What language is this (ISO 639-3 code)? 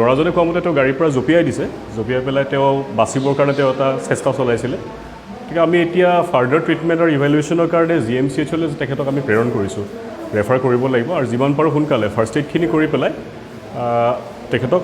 asm